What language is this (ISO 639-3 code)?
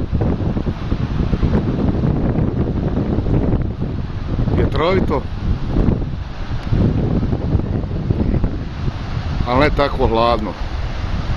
hrv